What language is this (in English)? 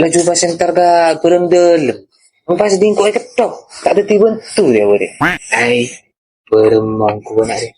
Madurese